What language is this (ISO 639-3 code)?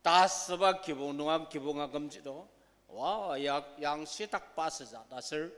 njo